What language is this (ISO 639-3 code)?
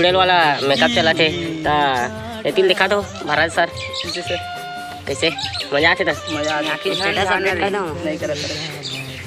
hne